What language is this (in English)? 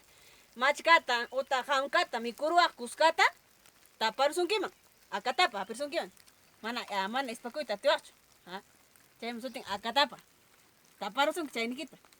Ayacucho Quechua